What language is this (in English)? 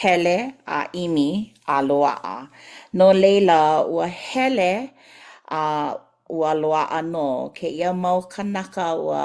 Hawaiian